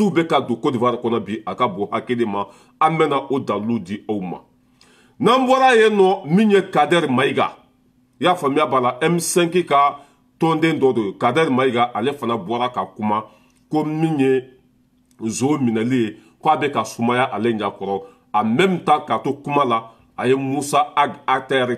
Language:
Bambara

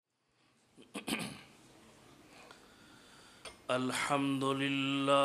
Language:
Urdu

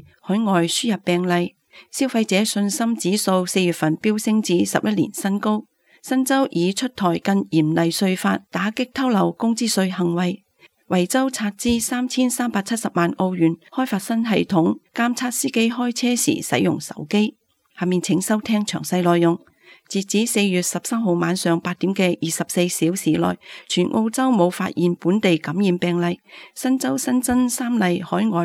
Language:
Cantonese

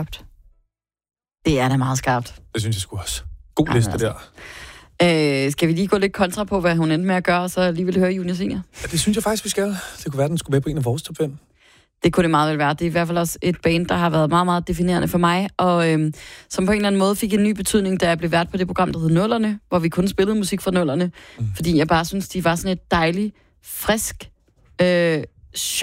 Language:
Danish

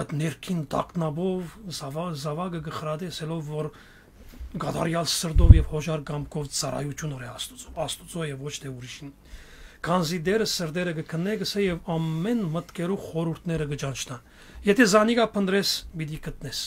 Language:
Western Armenian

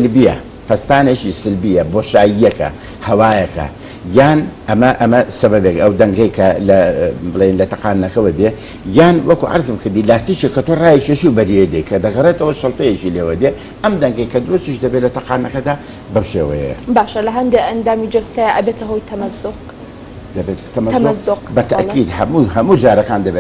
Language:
Central Kurdish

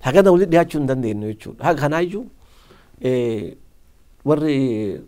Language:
Oromo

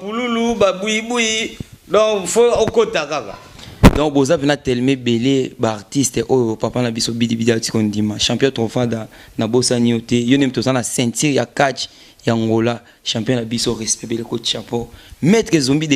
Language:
Lingala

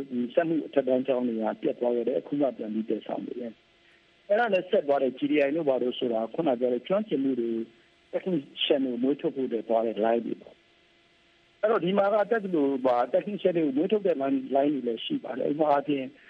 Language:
Burmese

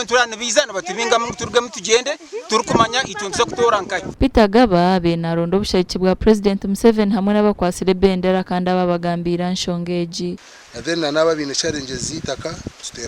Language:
Nyankole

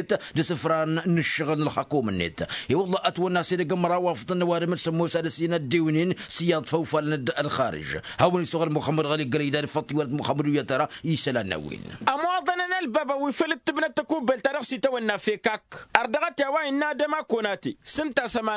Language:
Tamasheq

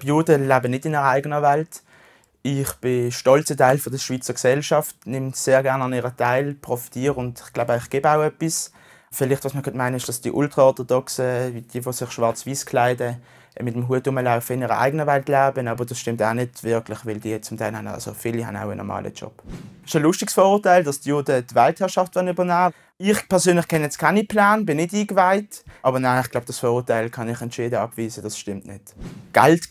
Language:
Swiss German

